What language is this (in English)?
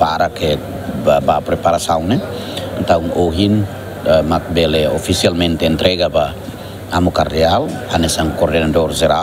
Tetum